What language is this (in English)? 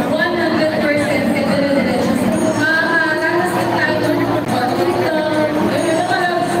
Filipino